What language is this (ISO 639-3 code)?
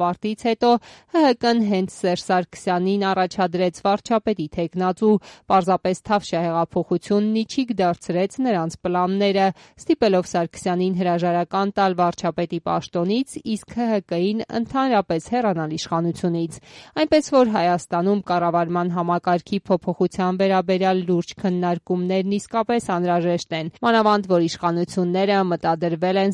hye